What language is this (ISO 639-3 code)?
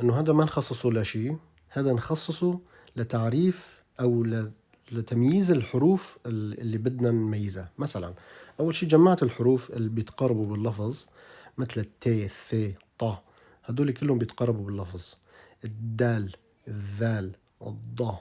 apc